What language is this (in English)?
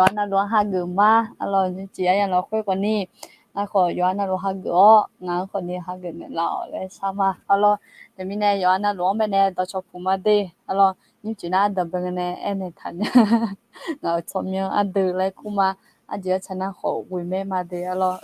Akha